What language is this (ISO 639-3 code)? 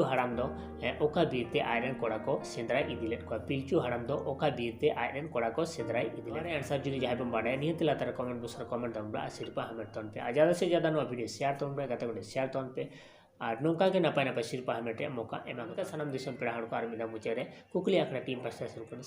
sat